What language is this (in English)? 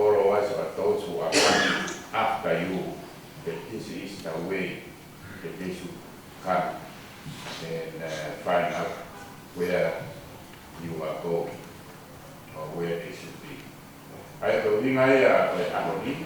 Tongan